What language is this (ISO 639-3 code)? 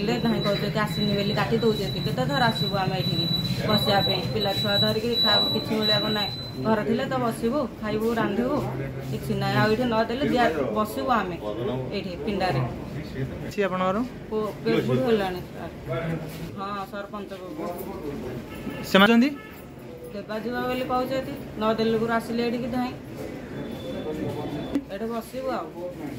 ori